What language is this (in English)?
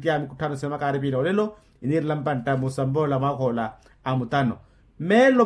Makhuwa